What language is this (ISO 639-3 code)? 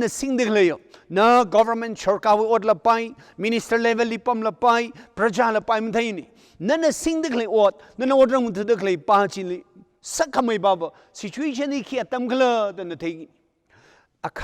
nmf